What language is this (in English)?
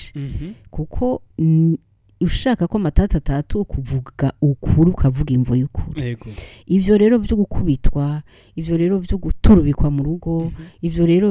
Rundi